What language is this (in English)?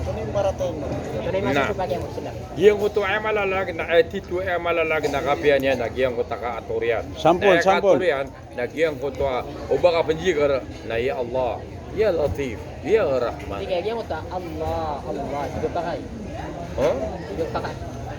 Maranao